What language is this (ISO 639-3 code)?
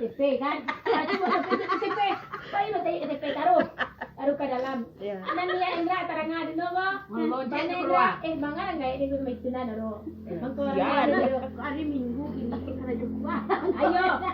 min